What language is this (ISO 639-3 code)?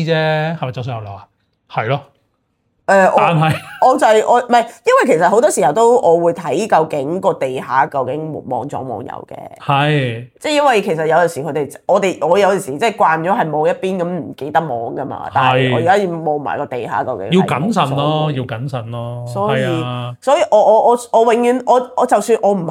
yue